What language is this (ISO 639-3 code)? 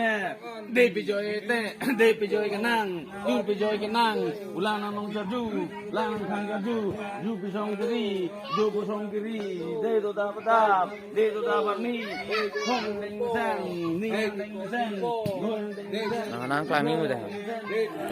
mjw